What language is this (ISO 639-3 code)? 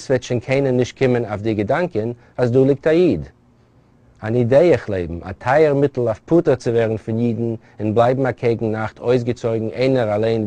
yid